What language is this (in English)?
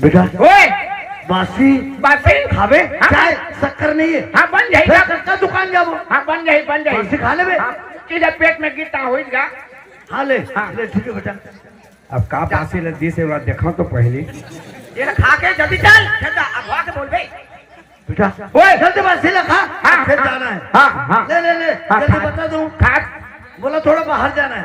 Chhattisgarhi